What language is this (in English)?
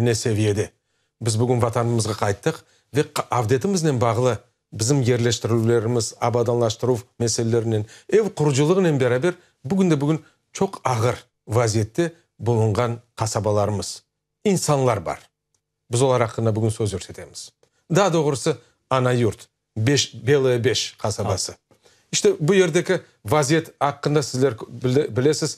Crimean Tatar